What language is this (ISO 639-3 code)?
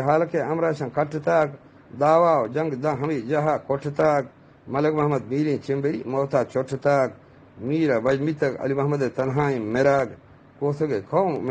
bgp